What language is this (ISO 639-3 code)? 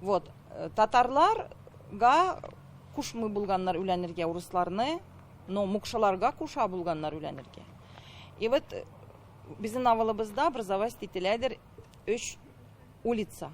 tat